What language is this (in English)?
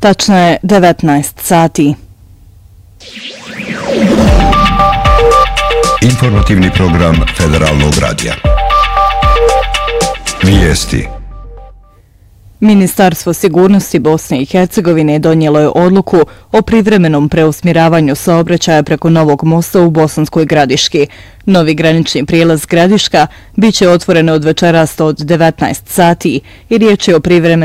Bosnian